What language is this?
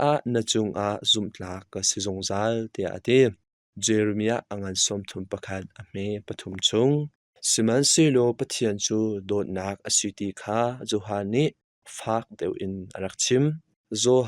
Hakha Chin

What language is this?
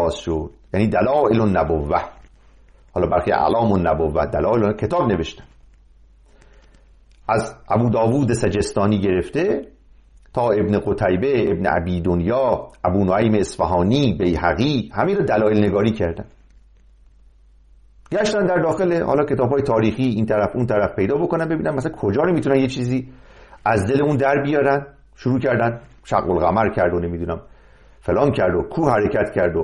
Persian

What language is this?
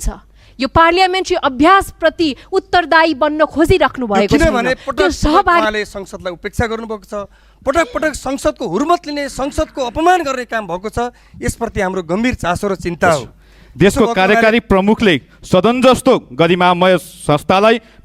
Nepali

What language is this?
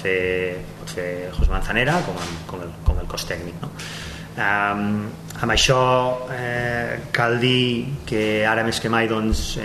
Catalan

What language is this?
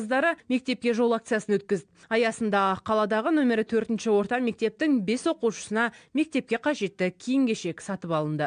Kazakh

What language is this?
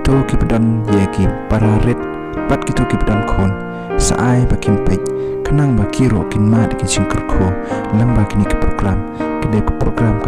Khasi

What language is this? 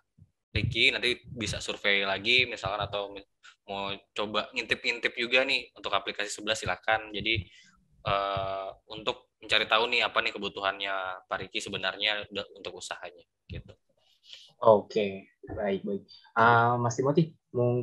Indonesian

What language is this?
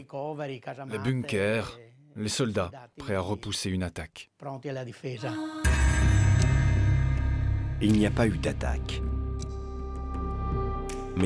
French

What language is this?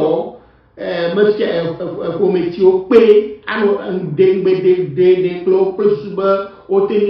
Ewe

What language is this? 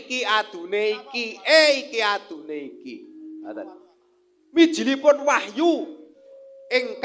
Javanese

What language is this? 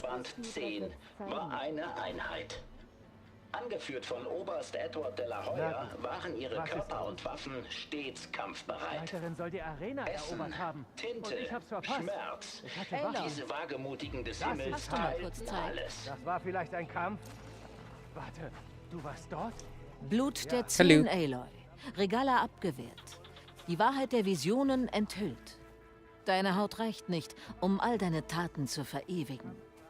Bavarian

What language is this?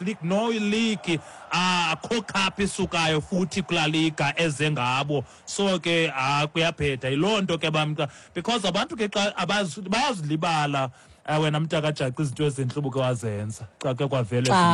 Xhosa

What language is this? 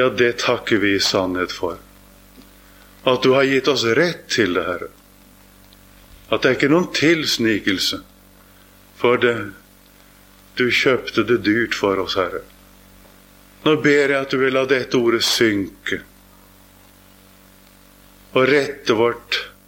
Norwegian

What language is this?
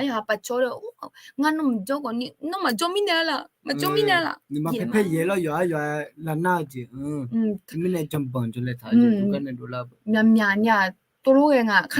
Akha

